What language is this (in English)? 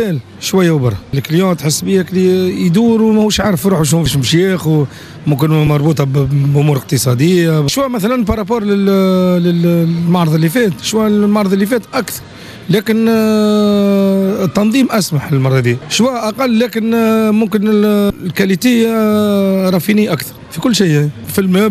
Tunisian Arabic